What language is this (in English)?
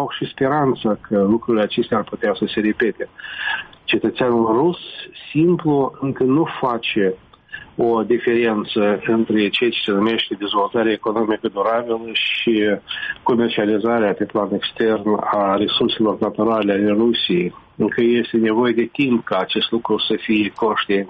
Romanian